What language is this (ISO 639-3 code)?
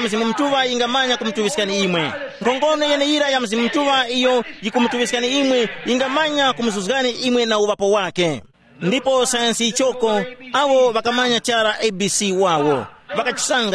tum